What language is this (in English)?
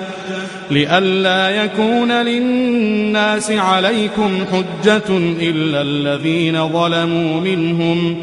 Arabic